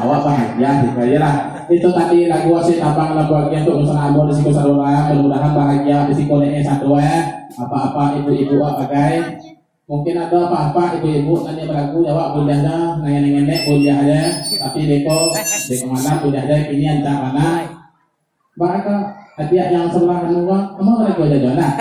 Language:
Minangkabau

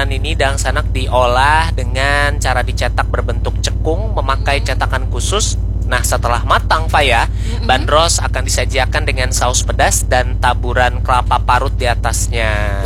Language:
Banjar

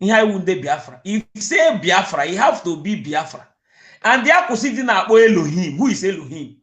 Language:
Igbo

